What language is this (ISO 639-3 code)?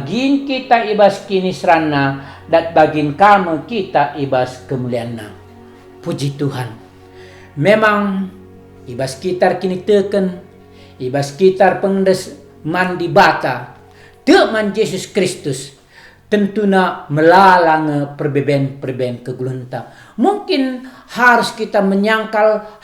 btx